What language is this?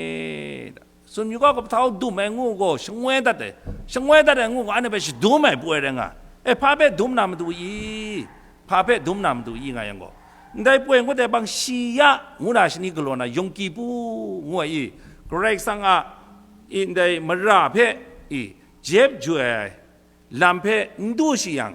Kachin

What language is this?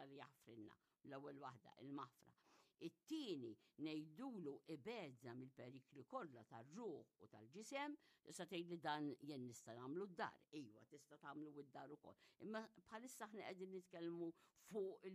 Maltese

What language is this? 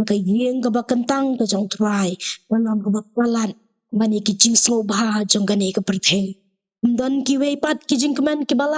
Khasi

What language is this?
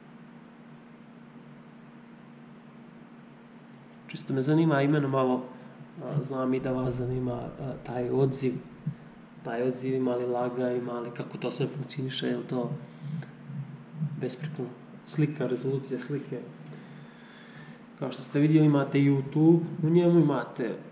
Serbian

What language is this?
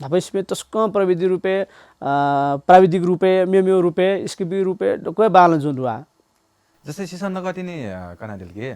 Newari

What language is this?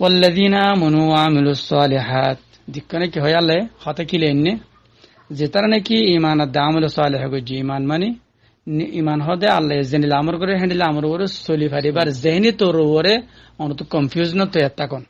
Rohingya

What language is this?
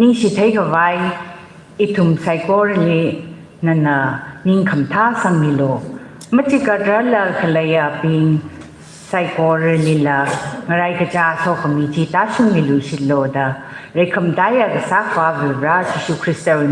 Tangkhul Naga (India)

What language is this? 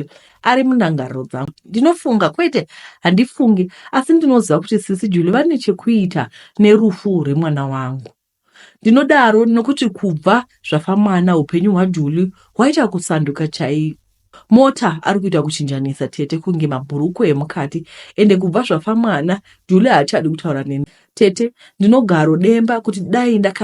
Shona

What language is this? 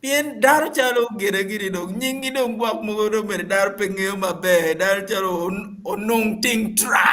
Acoli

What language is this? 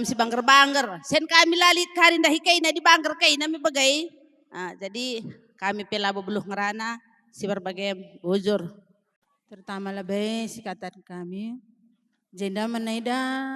Batak Karo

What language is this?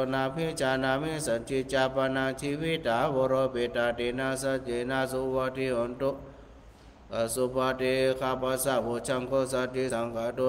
Pali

